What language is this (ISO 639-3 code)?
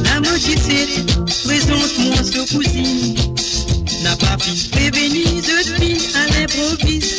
mfe